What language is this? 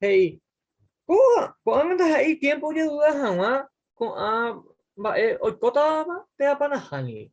Guarani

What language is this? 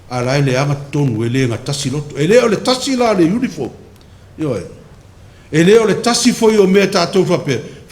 Samoan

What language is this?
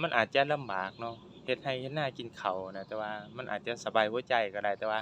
Lao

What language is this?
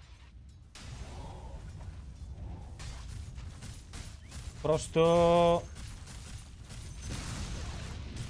Bulgarian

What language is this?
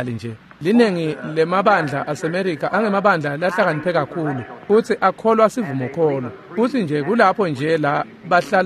Swati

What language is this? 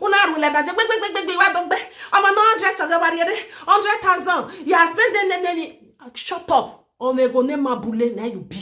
Nigerian Pidgin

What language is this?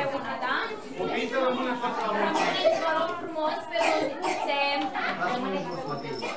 Romanian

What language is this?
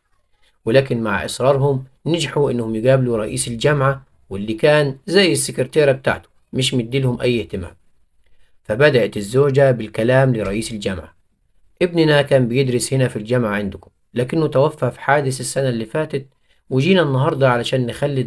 Egyptian Arabic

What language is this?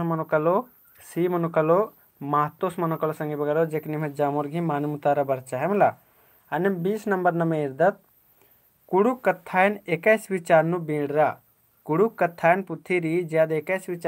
Kurukh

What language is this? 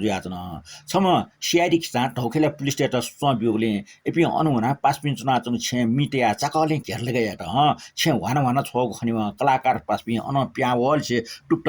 Newari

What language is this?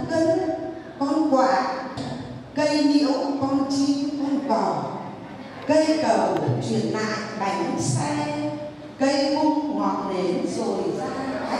Vietnamese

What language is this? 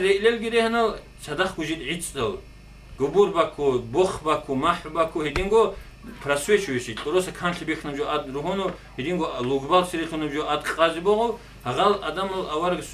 Avaric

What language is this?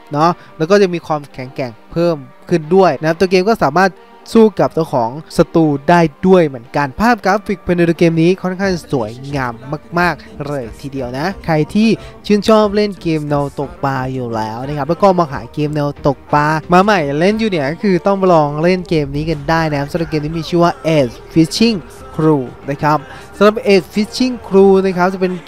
Thai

